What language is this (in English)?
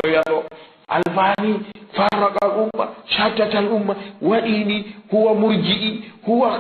Fula